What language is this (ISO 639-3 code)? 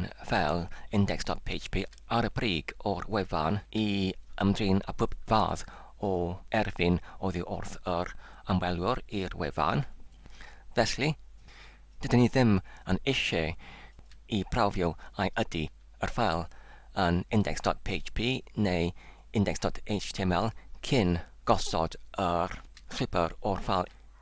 cym